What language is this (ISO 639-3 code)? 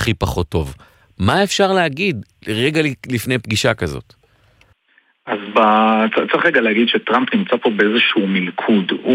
heb